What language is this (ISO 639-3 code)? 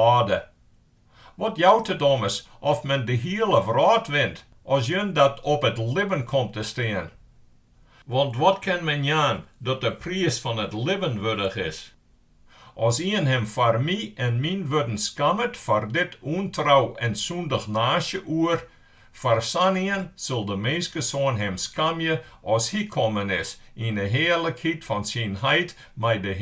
fry